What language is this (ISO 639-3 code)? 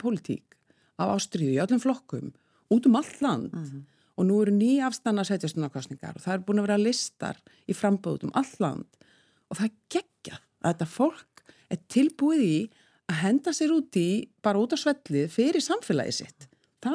isl